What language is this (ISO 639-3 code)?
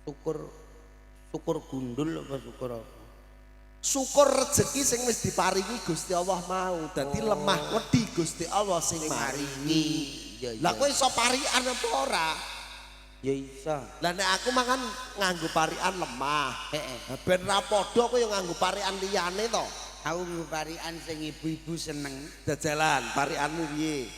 jav